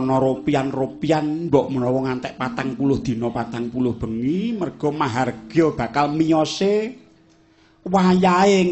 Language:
Javanese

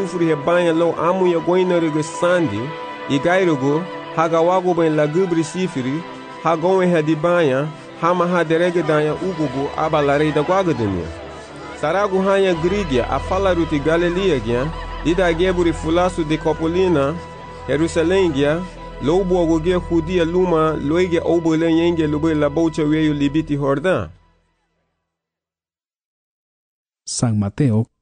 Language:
Garifuna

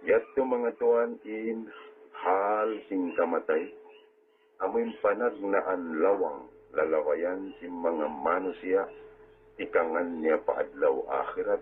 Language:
Tausug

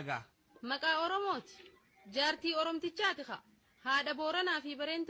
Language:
Oromo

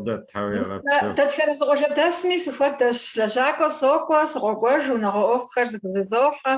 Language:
Kabardian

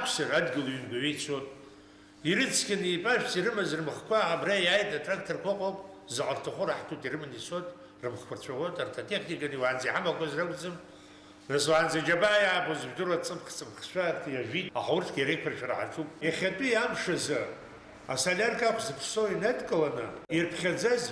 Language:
Abkhazian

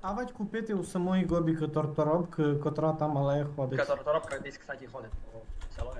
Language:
Rusyn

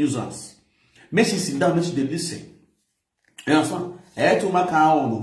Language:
Nigerian Pidgin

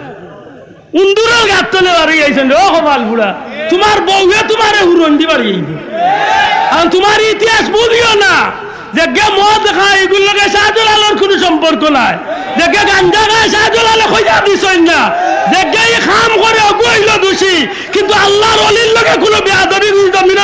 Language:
Sylheti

